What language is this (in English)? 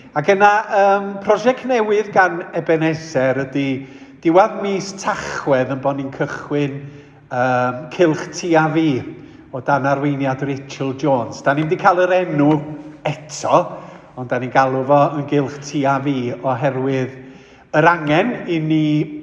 Welsh